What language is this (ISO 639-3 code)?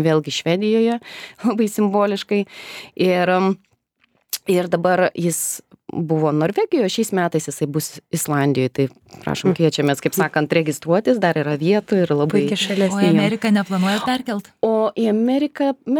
lit